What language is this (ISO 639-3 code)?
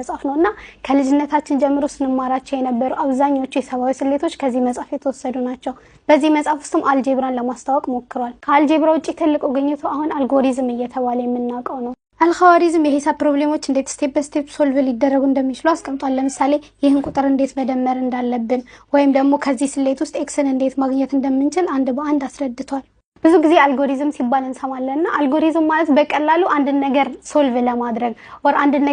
amh